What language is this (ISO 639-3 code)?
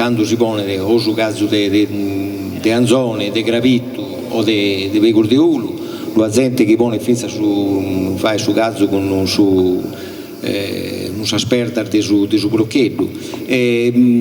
srd